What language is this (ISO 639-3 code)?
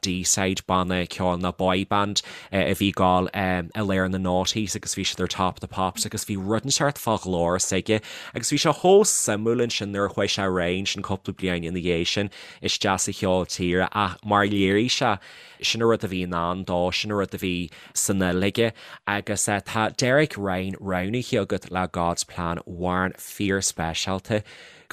gle